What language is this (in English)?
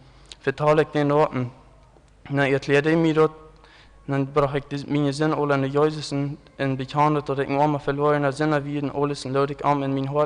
Plautdietsch